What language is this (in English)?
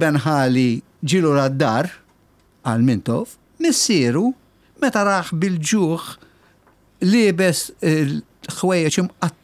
Maltese